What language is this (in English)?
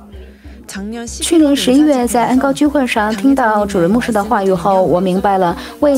Chinese